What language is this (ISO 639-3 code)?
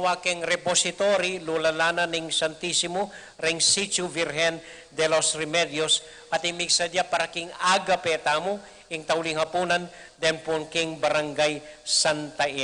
pam